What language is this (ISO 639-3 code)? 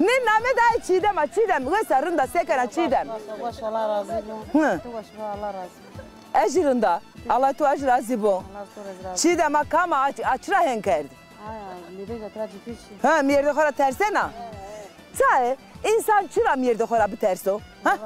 zza